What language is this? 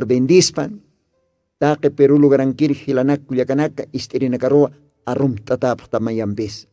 Aymara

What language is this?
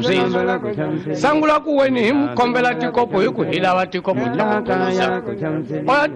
Tsonga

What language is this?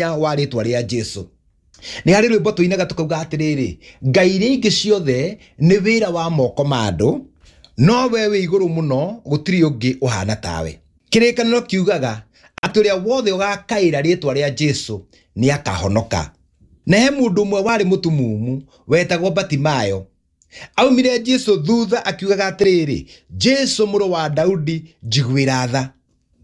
Kikuyu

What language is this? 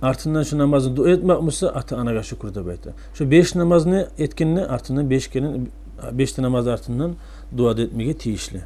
Kumyk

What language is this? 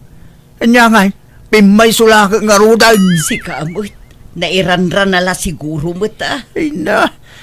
Iloko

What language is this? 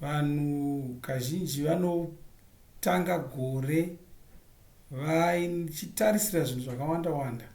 Shona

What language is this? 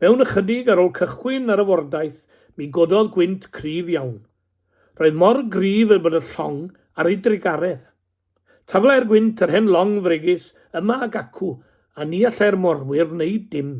Welsh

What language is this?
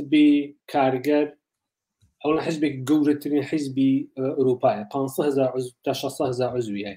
Central Kurdish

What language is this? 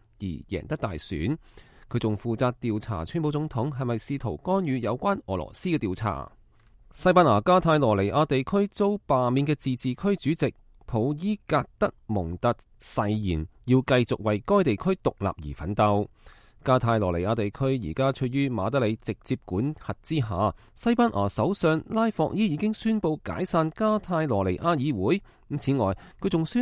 Cantonese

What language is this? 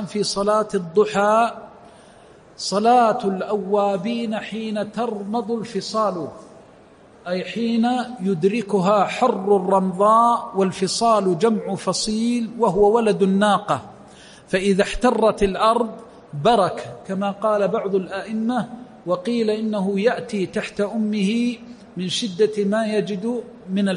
Arabic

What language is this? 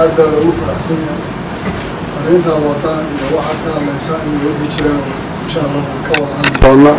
Somali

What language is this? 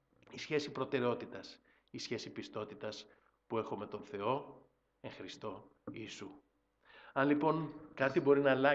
Greek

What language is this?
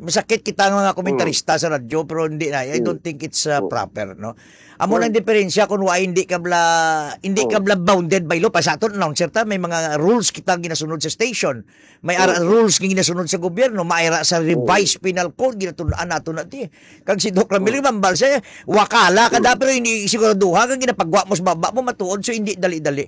Hiligaynon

